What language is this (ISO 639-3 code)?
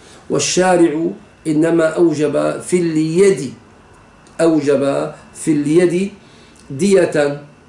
ara